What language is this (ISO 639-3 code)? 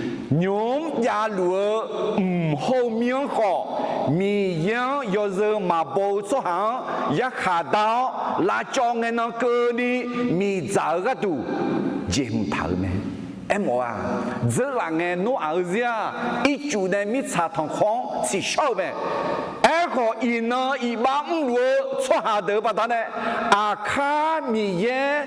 ahk